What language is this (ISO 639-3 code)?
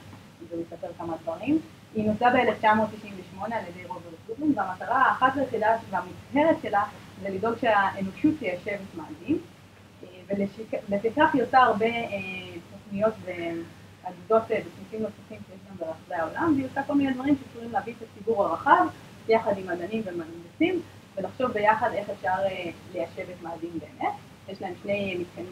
heb